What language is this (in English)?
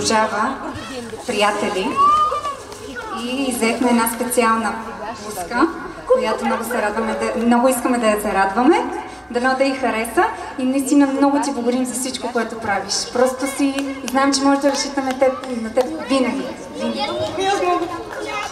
Bulgarian